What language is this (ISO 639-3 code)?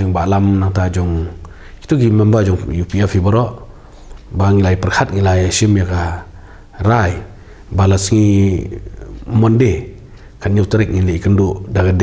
kha